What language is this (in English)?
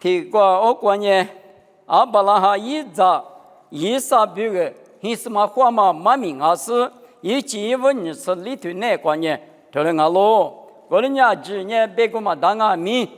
Lisu